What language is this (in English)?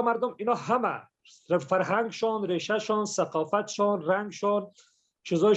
Persian